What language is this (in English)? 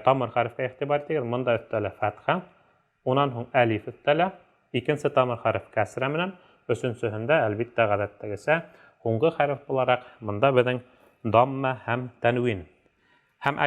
Bashkir